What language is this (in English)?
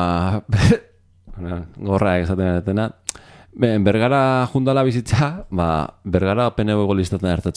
Basque